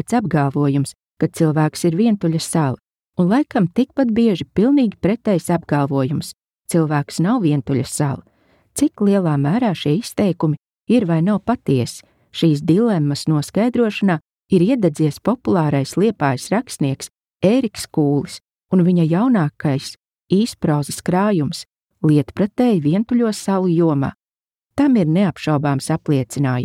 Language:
Latvian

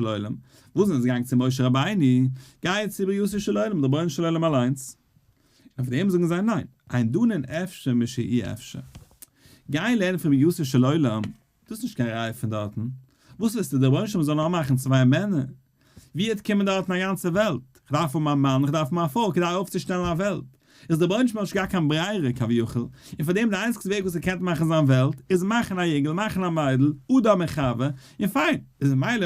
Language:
Yiddish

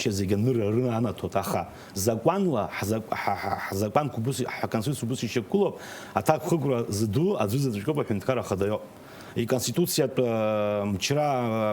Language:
Abkhazian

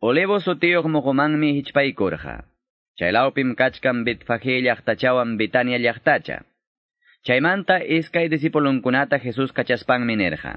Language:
Ayacucho Quechua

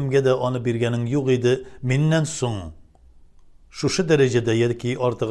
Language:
Tatar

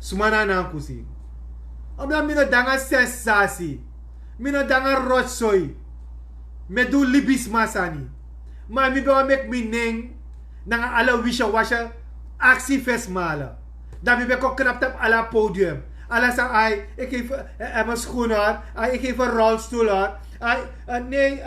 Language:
Sranan Tongo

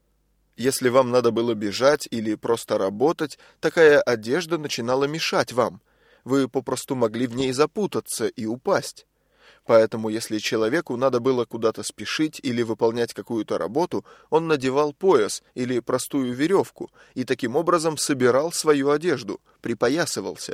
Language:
Russian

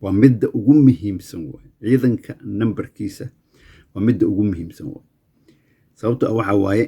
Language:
Somali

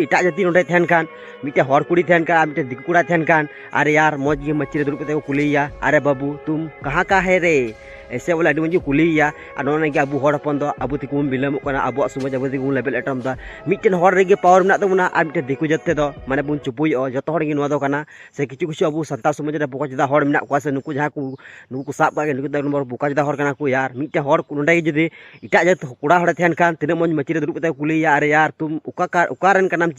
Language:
Santali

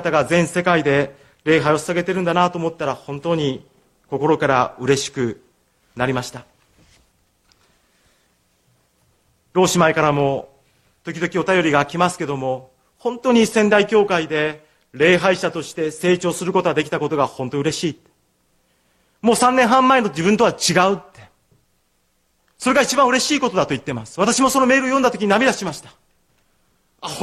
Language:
Japanese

